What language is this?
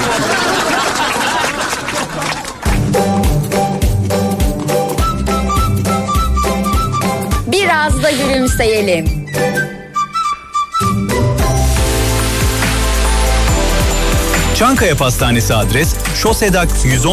Turkish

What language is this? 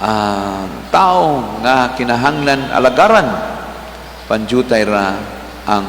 Cebuano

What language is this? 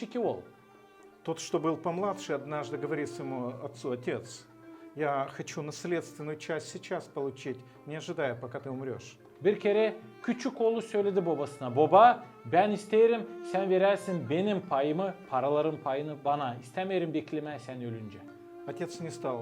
Gagauz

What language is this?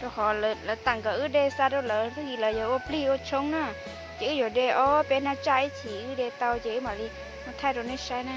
Hmong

